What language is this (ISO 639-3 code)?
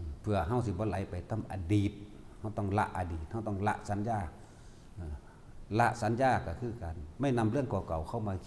tts